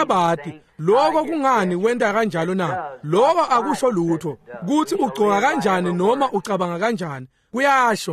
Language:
Swati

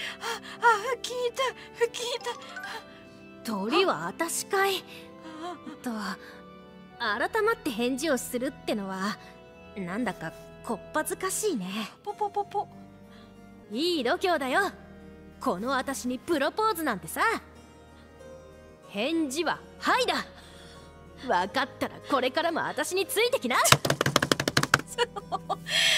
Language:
Japanese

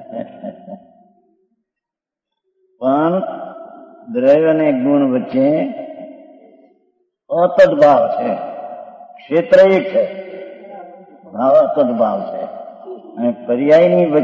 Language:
Gujarati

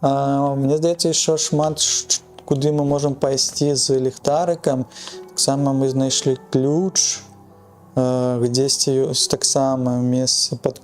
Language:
Belarusian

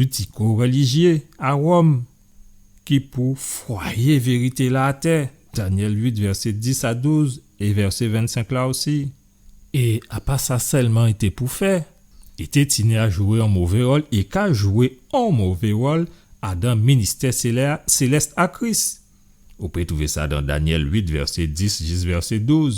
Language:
Guadeloupean Creole French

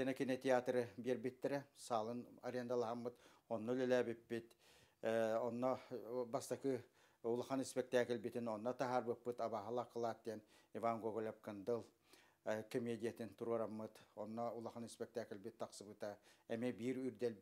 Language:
Yakut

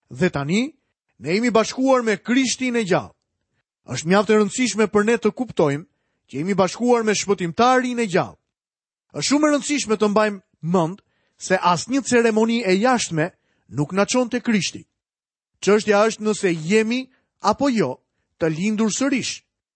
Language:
Albanian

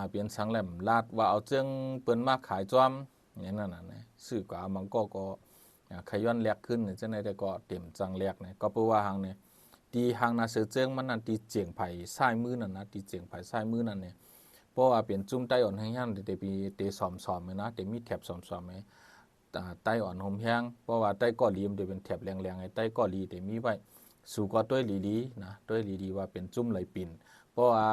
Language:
Shan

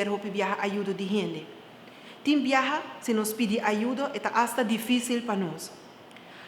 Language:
Papiamento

